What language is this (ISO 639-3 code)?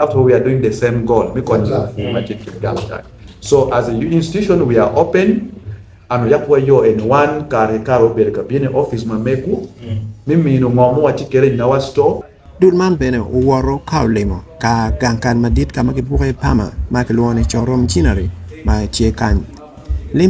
ach